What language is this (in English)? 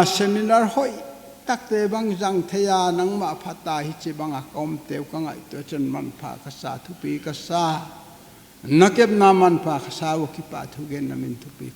Paite Chin